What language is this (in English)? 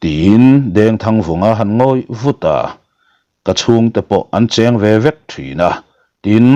Mizo